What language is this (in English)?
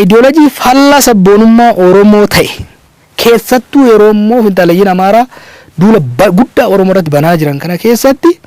Oromo